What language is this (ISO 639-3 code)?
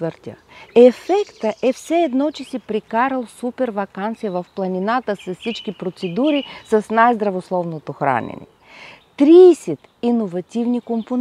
bul